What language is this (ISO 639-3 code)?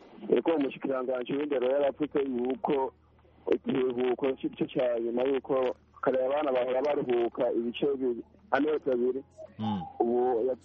kin